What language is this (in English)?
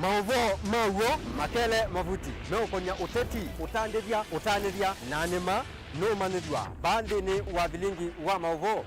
Kamba